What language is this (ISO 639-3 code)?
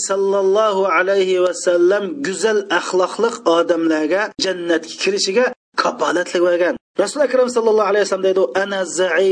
uig